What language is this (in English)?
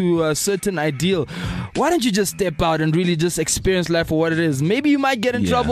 English